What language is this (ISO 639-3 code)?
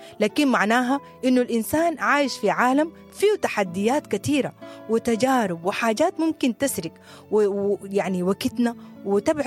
apd